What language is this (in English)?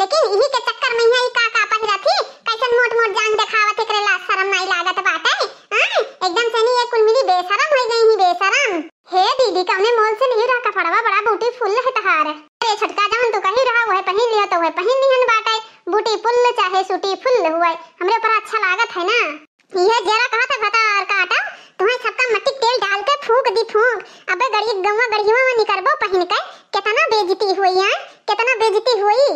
Awadhi